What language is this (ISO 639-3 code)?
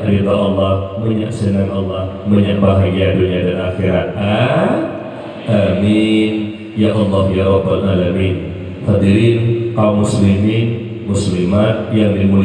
ace